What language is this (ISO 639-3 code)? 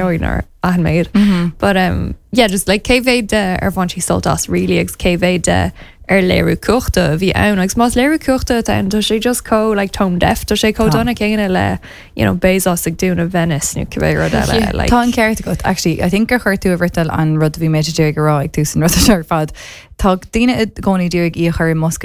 gle